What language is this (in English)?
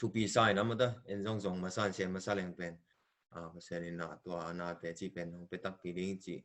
Tedim Chin